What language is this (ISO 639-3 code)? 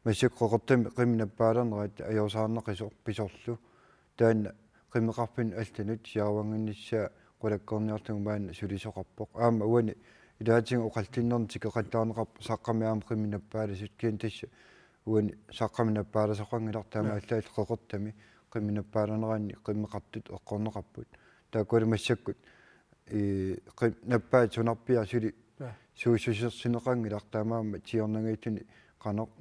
kal